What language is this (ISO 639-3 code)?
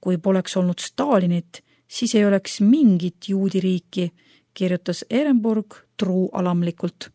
est